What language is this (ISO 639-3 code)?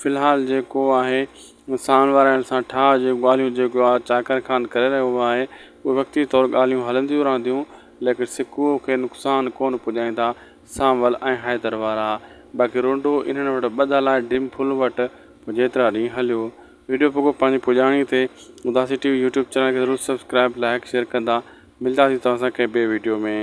snd